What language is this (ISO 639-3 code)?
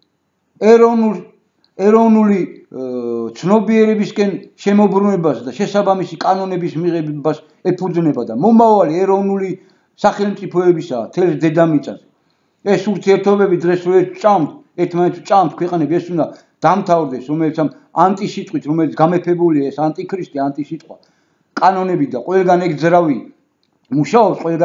kat